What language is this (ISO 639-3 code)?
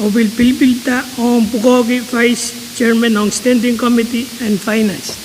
pon